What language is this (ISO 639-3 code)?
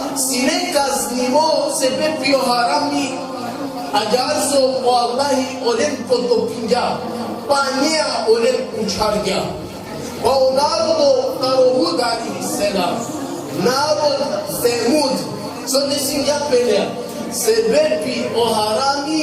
rmn